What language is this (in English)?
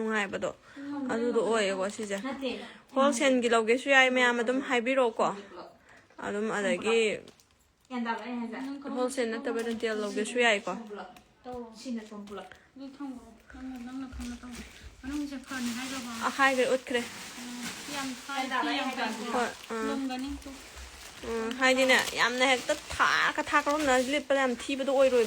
Manipuri